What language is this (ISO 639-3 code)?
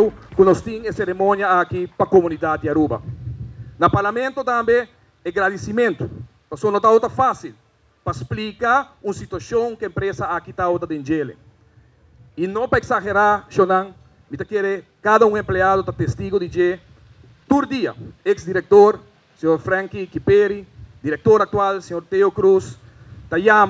pap